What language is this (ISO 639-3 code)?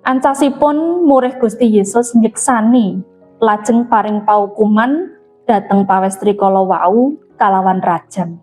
jav